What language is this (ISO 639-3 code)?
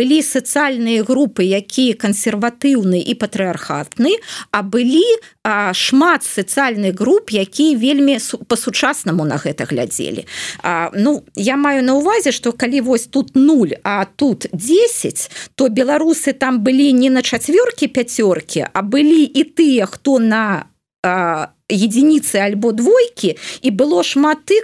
bel